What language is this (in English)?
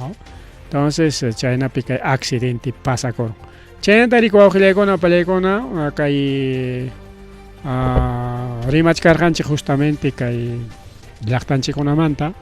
Ayacucho Quechua